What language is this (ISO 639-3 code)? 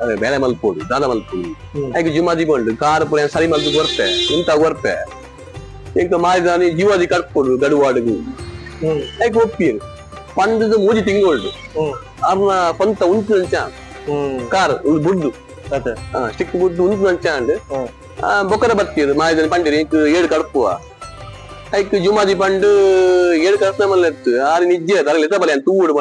tcy